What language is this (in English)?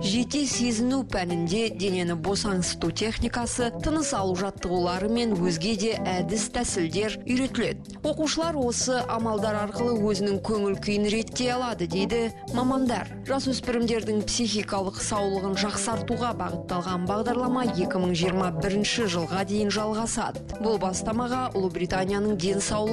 Kazakh